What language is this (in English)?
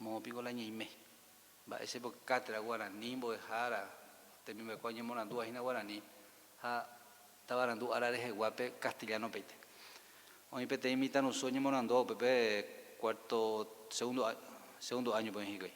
Guarani